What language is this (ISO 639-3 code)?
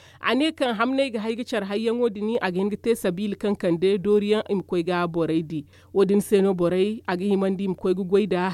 dje